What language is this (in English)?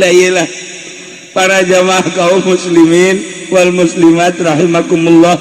Sundanese